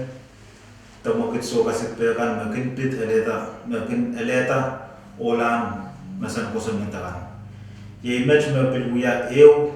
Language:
Pohnpeian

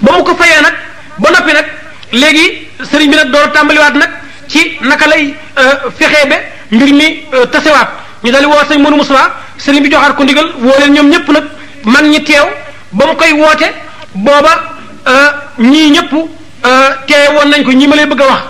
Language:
Wolof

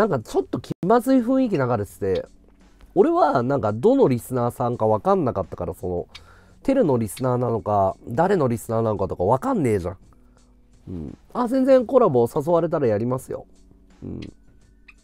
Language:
Japanese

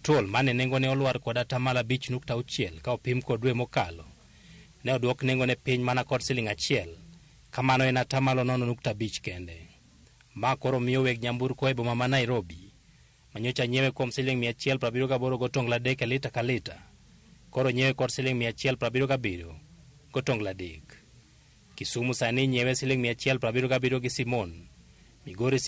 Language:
Luo (Kenya and Tanzania)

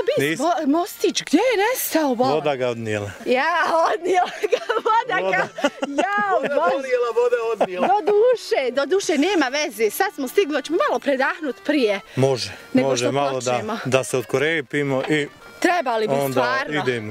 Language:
Bosnian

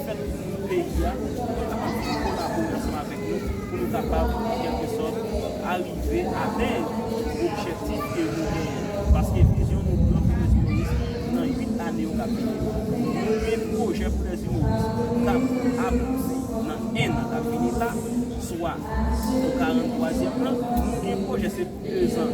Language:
Haitian Creole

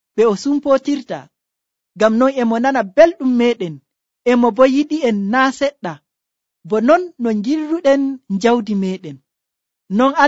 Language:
Nigerian Fulfulde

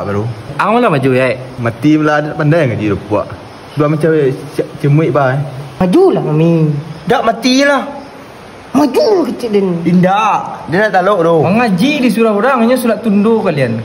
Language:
Minangkabau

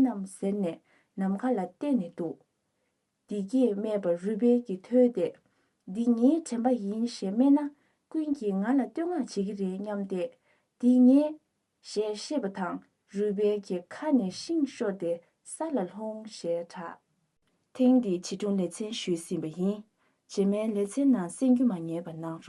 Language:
Tibetan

